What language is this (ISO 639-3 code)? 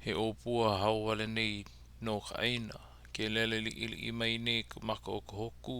haw